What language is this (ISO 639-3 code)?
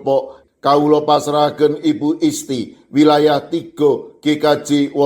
jav